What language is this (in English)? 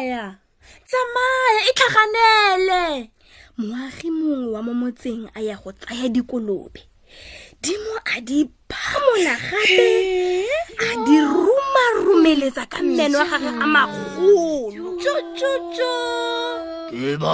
Tswana